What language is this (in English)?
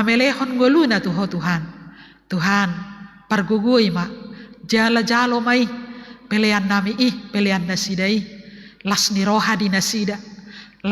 Batak Toba